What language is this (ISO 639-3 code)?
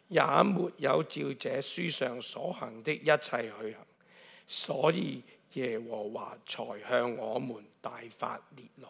yue